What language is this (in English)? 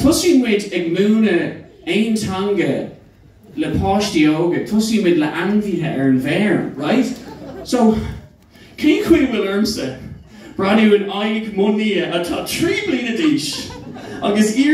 Irish